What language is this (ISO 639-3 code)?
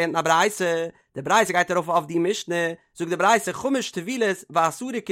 yid